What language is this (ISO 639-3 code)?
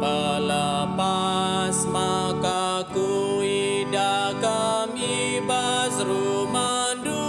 btx